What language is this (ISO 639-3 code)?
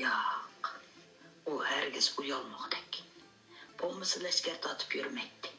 uig